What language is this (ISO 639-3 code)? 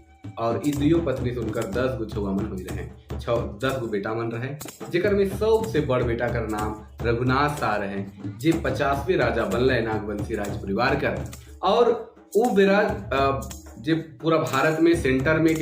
sck